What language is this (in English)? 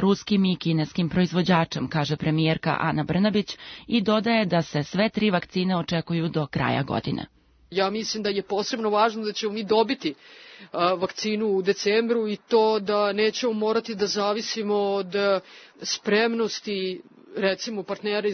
Serbian